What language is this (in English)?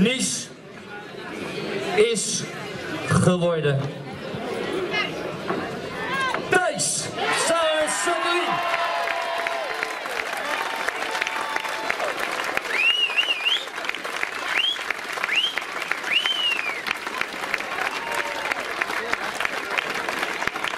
Dutch